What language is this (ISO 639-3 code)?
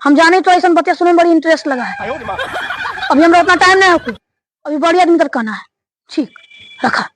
mag